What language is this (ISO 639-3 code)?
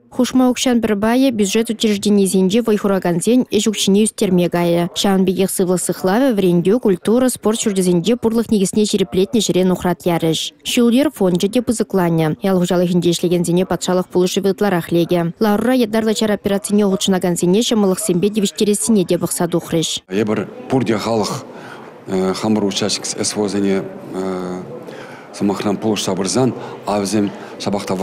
chv